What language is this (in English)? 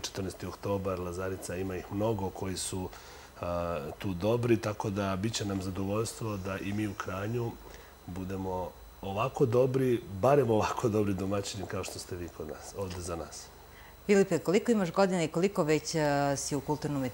Serbian